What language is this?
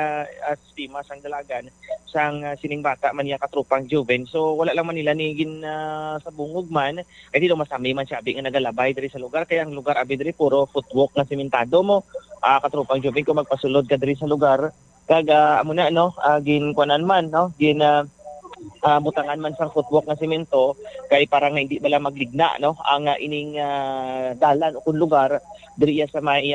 Hiligaynon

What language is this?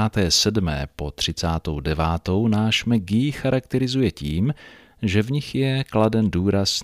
Czech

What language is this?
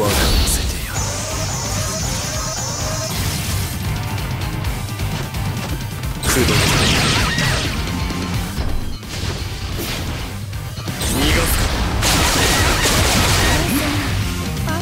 Japanese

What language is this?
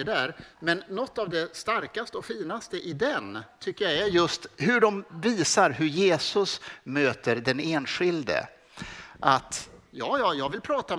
Swedish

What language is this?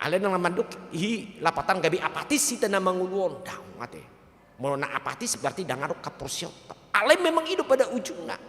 Batak Toba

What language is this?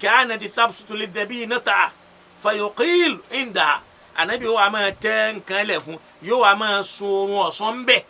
Yoruba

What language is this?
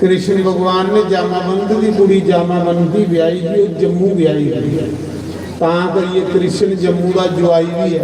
Dogri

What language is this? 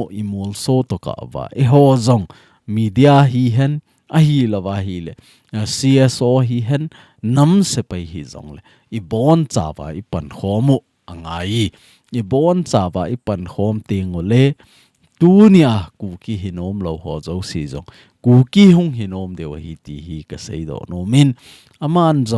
Thado Chin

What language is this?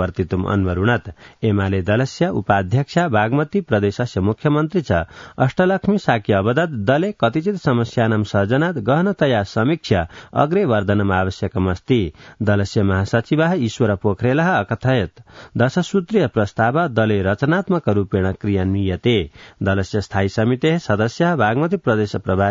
Sanskrit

